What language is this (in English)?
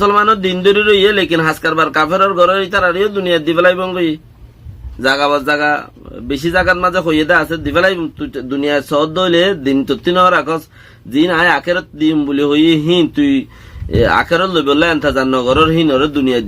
Rohingya